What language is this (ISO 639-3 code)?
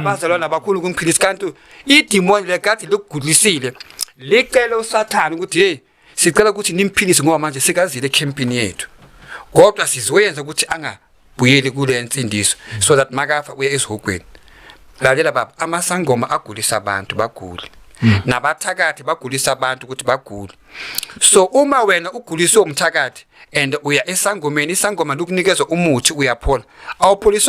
zul